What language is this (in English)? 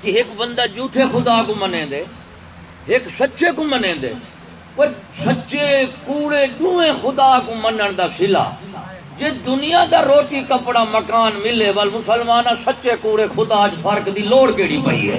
Saraiki